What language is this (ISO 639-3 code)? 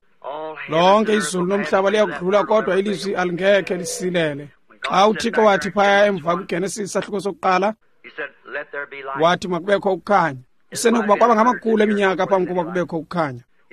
xho